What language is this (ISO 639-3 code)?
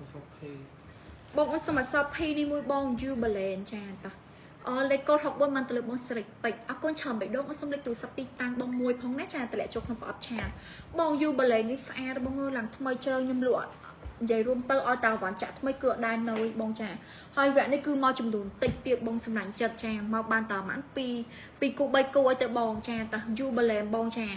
khm